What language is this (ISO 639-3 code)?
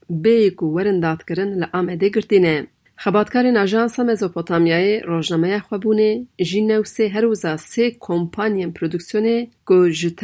kur